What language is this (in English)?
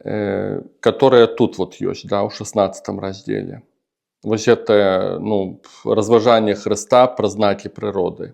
Belarusian